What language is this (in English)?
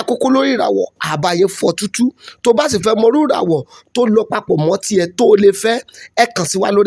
Yoruba